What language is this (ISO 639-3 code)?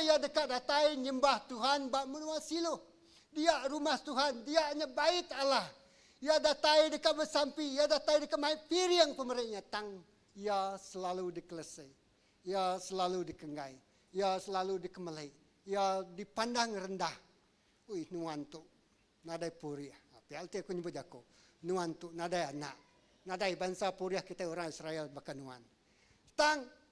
iba